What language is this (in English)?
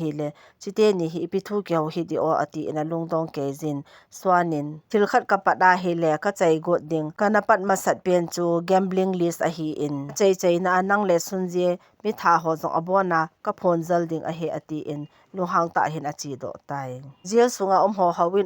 Thado Chin